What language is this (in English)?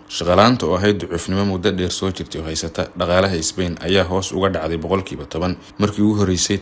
Somali